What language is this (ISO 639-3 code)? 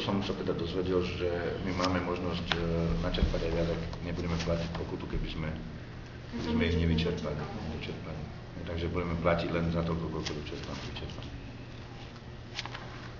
slk